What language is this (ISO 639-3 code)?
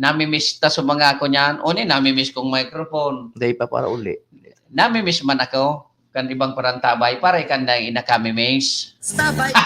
bik